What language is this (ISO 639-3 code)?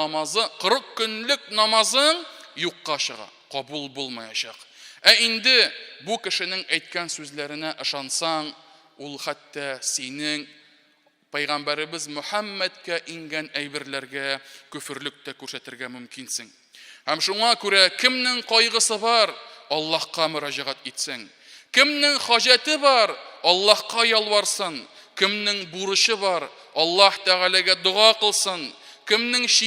tat